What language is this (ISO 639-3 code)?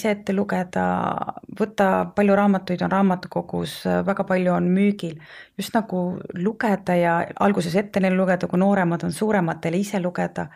est